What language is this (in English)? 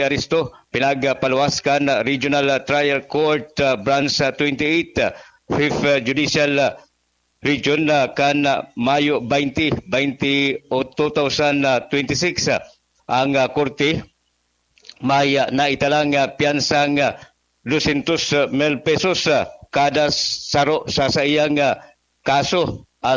Bikol